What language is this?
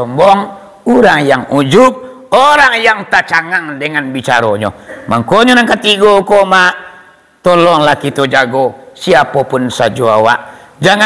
Minangkabau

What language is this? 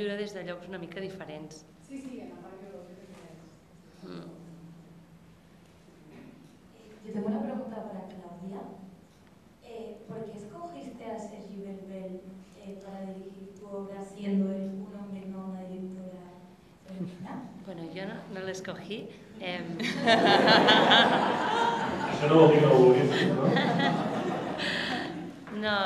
Catalan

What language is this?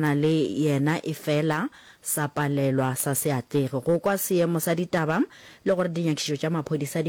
Northern Sotho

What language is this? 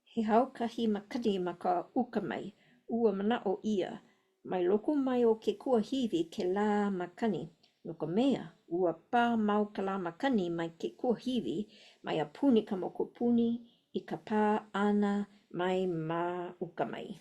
Hawaiian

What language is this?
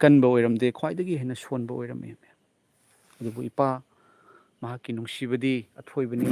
Manipuri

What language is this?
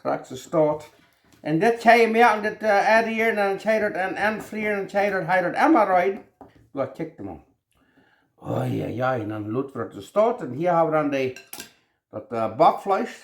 Plautdietsch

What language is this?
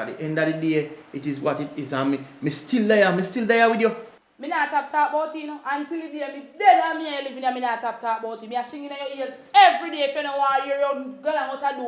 Jamaican Creole English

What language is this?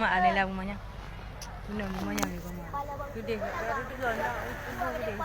Achinese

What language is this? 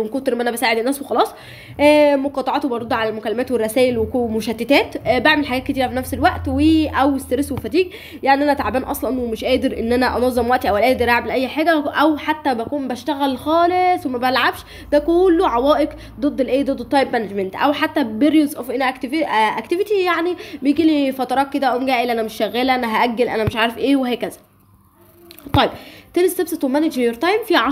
Egyptian Arabic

